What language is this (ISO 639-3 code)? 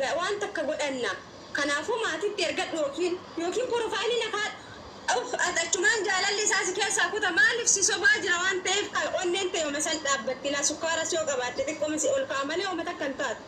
orm